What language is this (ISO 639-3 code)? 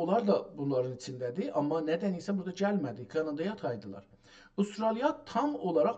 azb